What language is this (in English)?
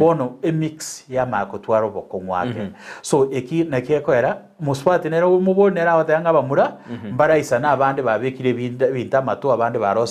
Gusii